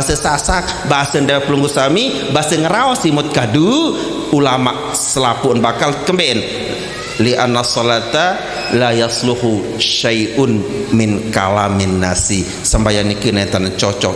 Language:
Sasak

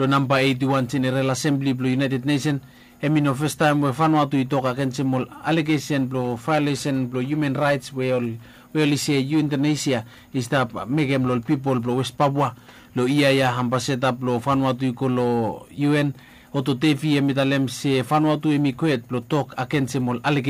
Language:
Bislama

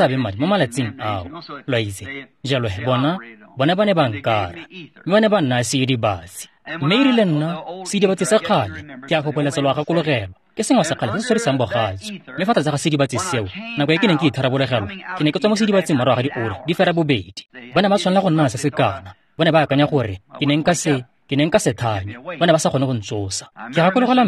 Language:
Tswana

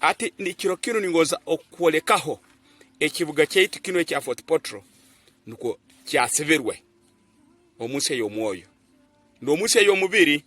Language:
Tooro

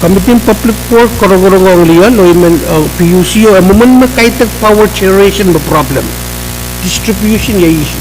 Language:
Pohnpeian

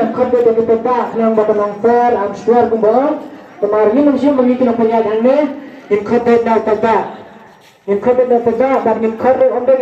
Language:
Khasi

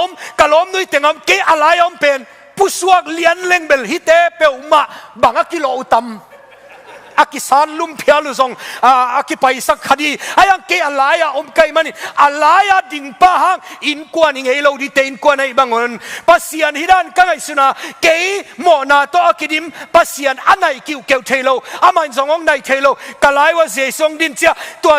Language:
Tedim Chin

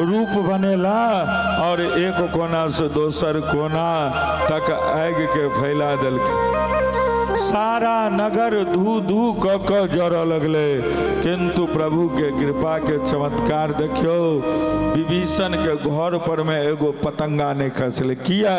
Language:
Maithili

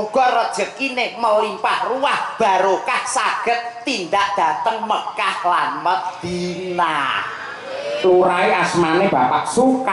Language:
Javanese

